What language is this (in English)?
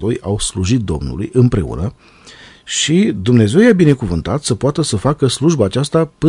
Romanian